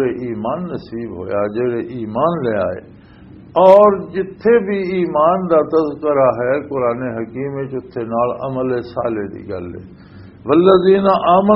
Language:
Western Panjabi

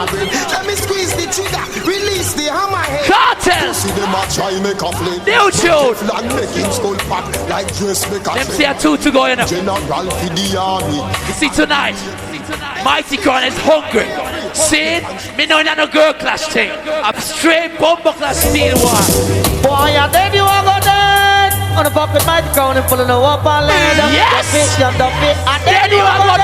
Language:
Jamaican Creole English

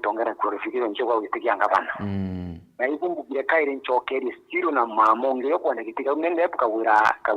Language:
Meru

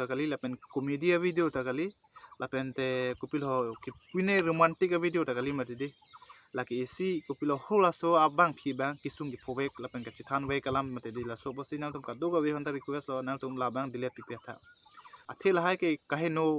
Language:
Karbi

